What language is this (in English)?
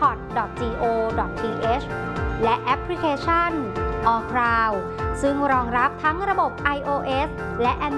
Thai